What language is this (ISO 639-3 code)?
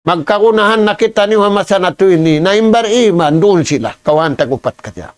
tsg